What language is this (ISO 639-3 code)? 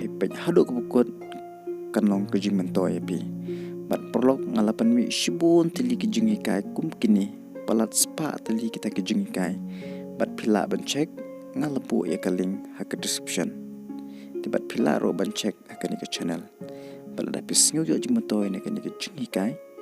kha